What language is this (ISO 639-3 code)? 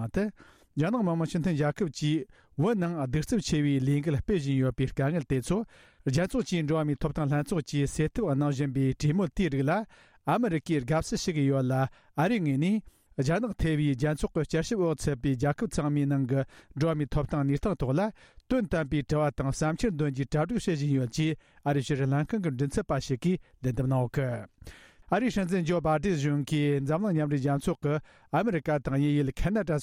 bod